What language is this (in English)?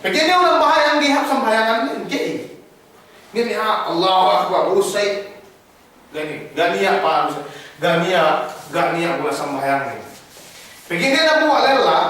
Yakan